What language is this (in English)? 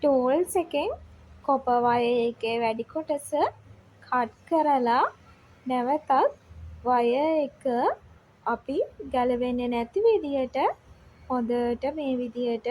Sinhala